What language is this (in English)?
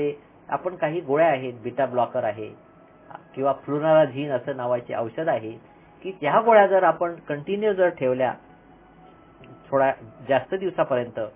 Marathi